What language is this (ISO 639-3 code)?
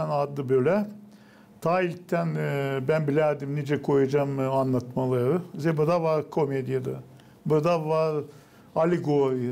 gag